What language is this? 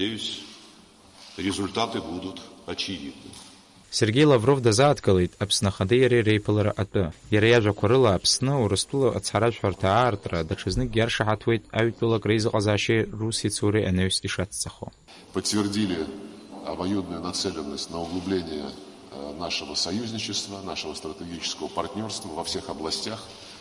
Abkhazian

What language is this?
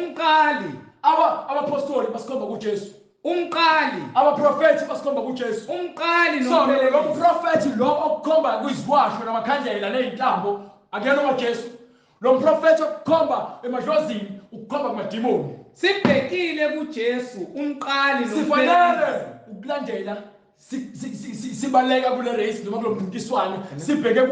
Zulu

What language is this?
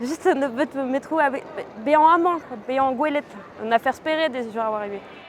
Breton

